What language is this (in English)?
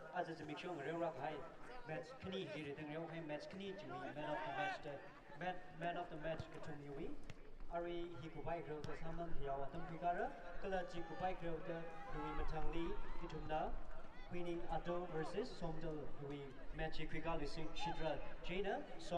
Tangkhul Naga (India)